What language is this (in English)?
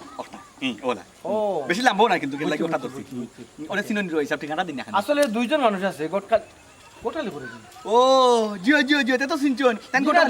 Sylheti